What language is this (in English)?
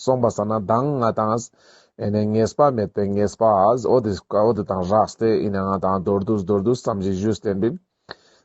Ladakhi